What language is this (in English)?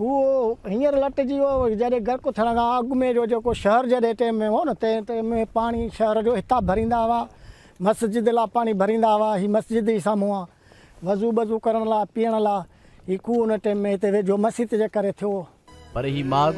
Sindhi